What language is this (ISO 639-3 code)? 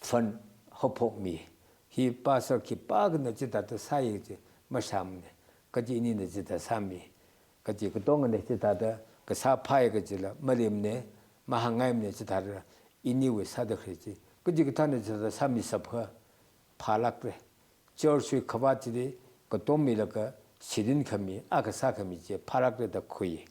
nmf